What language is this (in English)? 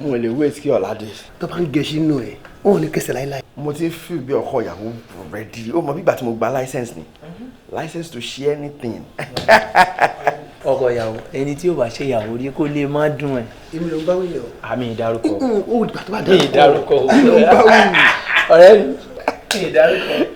Yoruba